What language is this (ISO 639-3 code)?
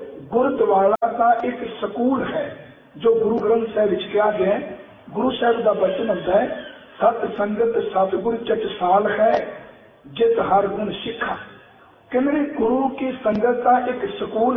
pan